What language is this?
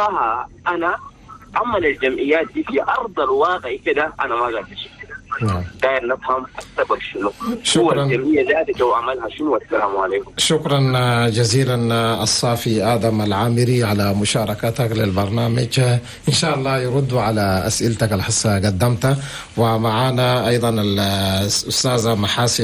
Chadian Arabic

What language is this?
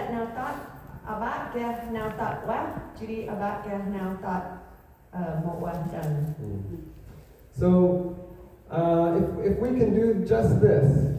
Central Mnong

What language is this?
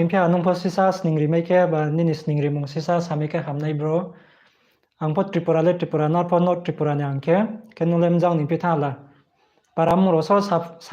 Riang (India)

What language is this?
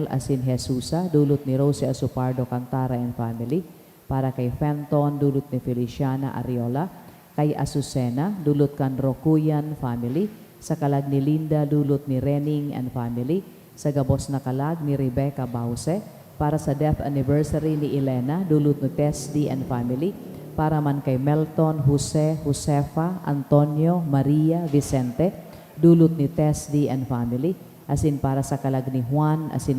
Bikol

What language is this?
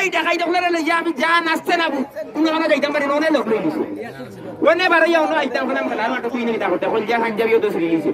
Sylheti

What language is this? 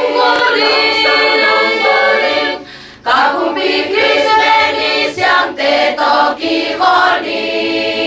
Tedim Chin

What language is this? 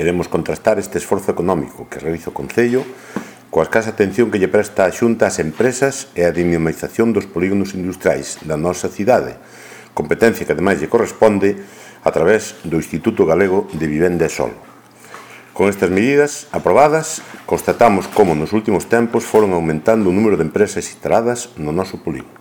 Galician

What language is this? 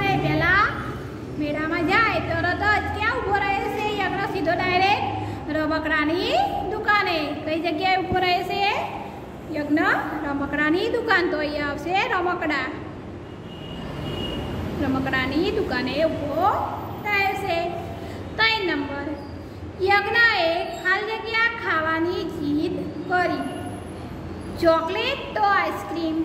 Gujarati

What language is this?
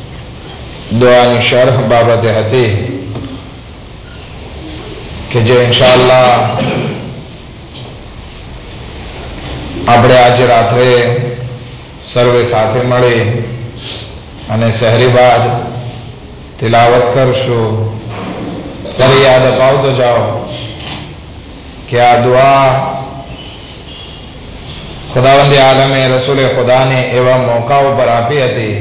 Gujarati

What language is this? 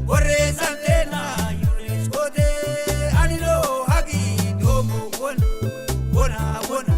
Sidamo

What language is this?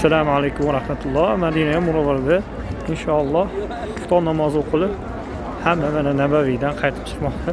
Uzbek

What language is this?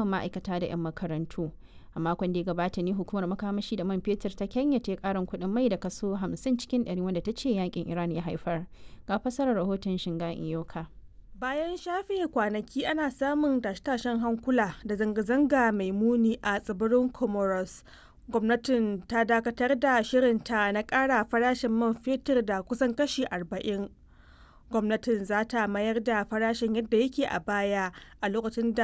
Hausa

